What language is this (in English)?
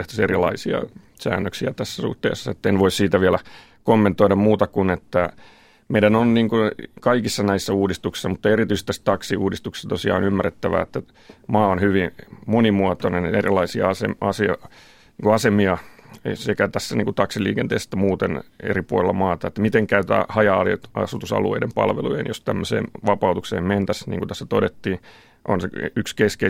Finnish